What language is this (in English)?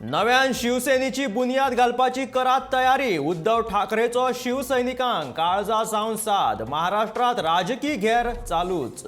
Konkani